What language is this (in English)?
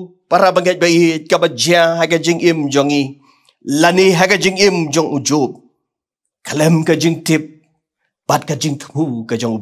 Khasi